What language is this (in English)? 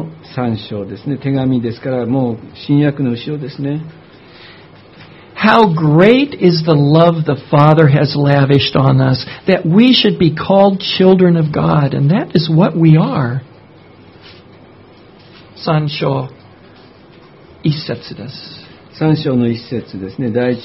Japanese